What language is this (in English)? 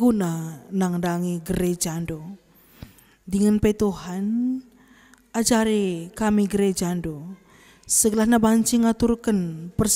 Batak Karo